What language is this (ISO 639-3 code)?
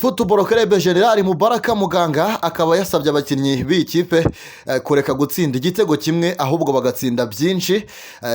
kin